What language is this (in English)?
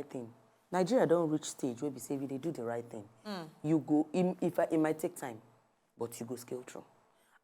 Nigerian Pidgin